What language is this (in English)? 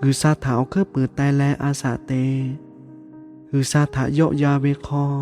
Lahu